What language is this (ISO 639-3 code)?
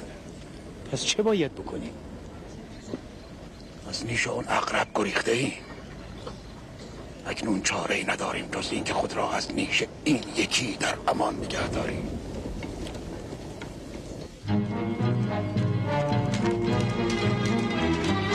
fas